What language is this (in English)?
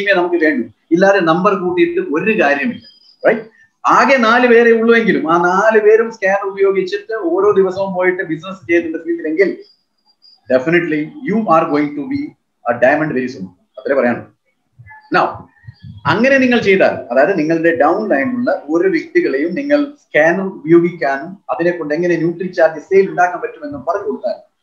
Malayalam